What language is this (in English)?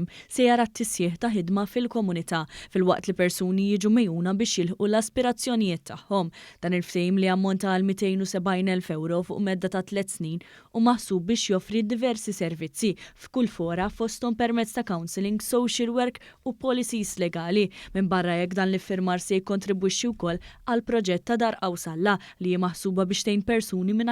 Maltese